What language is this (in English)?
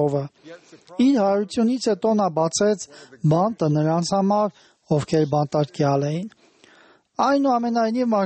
Armenian